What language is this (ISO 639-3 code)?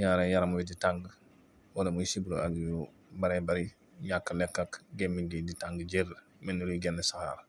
wol